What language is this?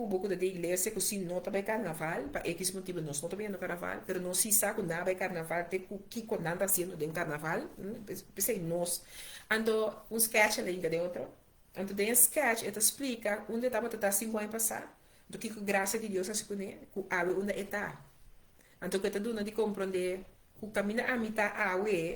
Papiamento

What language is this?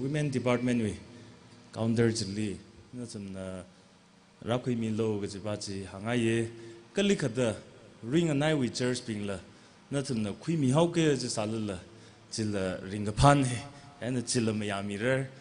Tangkhul Naga (India)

